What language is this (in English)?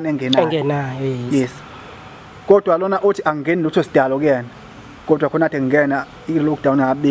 Zulu